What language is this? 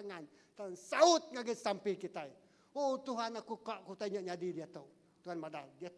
Iban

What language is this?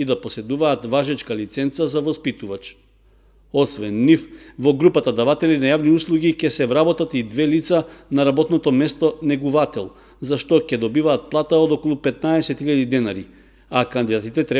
Macedonian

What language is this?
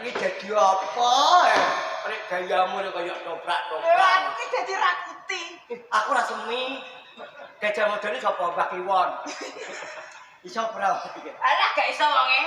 Javanese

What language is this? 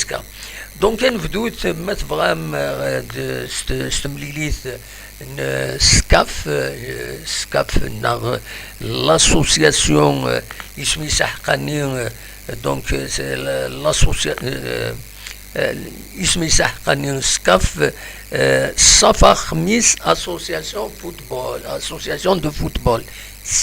Kabyle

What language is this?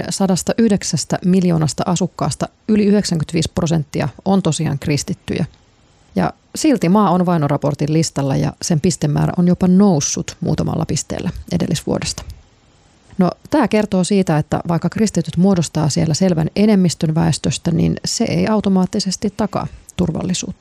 Finnish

